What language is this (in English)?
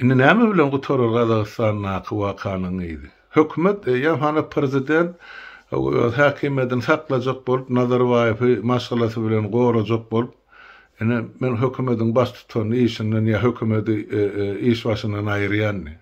Turkmen